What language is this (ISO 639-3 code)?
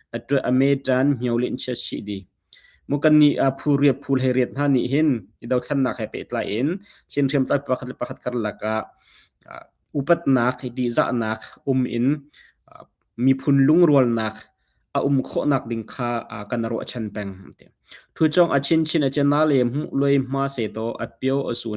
cnh